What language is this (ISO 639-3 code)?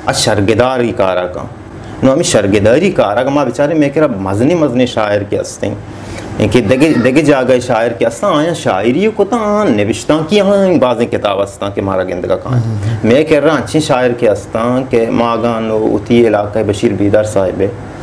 bal